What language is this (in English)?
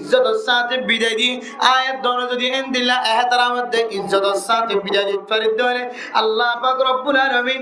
Rohingya